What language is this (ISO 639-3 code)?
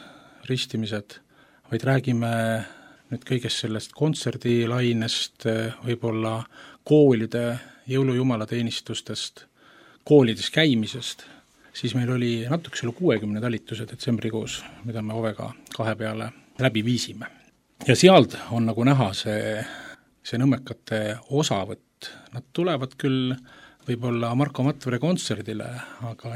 est